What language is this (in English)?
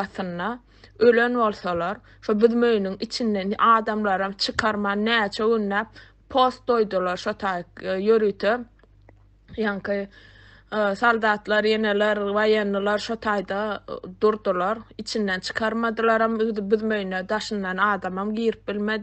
Turkmen